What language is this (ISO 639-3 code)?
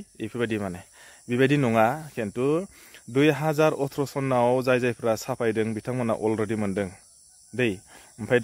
brx